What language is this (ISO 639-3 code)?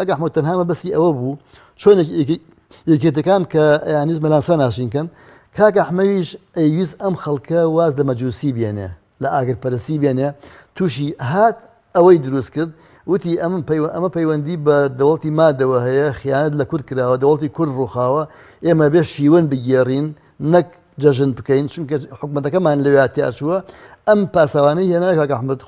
ckb